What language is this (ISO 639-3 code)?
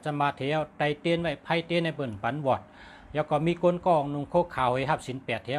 shn